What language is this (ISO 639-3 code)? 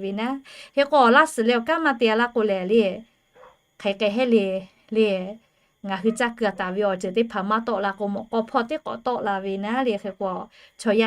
lhu